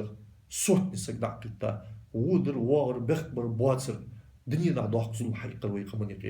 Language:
Ingush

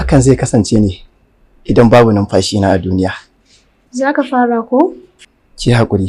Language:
Hausa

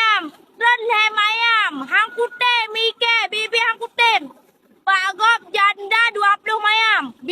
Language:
Achinese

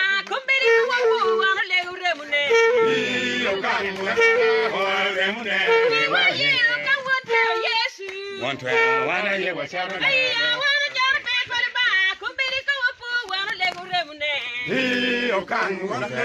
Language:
Acoli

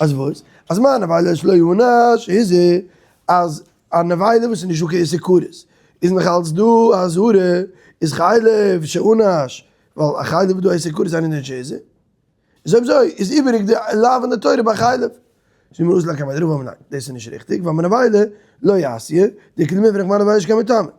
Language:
Yiddish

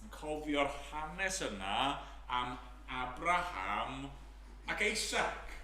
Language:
Welsh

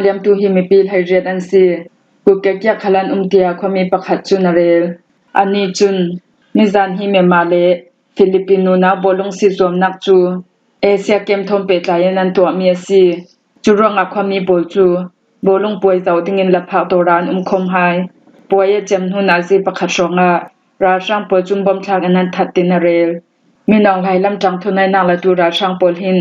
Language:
Falam Chin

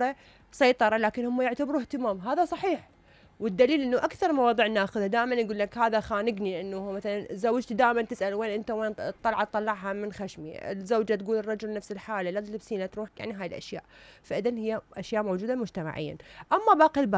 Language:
Mesopotamian Arabic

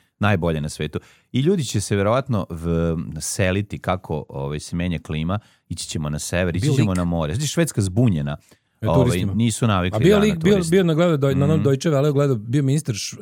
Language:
Serbian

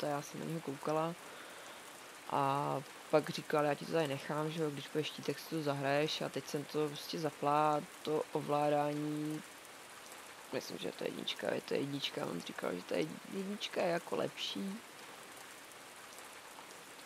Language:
Czech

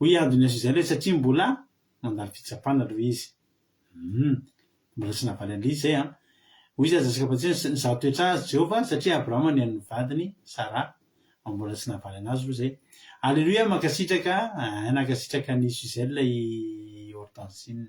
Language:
Malagasy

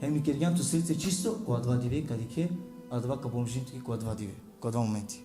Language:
Balkan Romani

